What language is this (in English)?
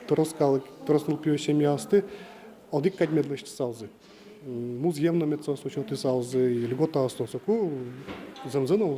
Udmurt